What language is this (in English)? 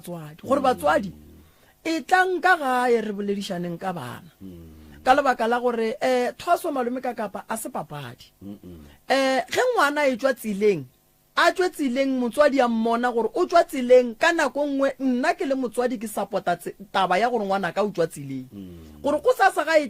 Northern Sotho